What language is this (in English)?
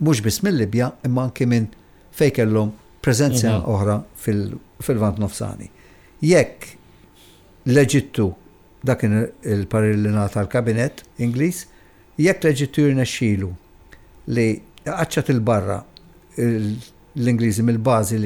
Maltese